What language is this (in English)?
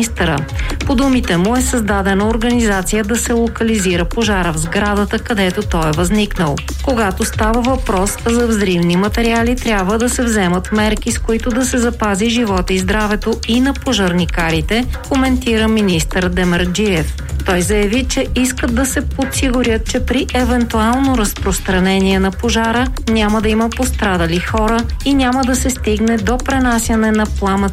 Bulgarian